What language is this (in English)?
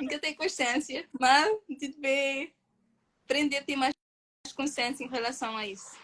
Kabuverdianu